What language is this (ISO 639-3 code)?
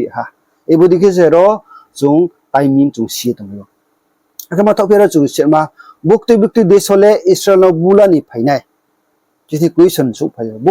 ria